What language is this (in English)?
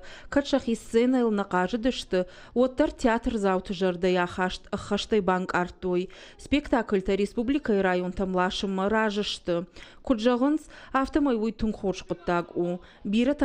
Ossetic